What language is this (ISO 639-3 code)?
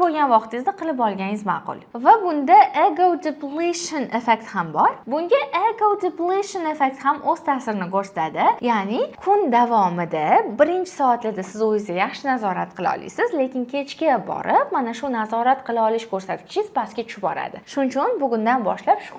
uzb